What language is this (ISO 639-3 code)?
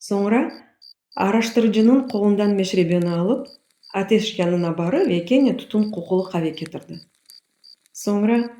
crh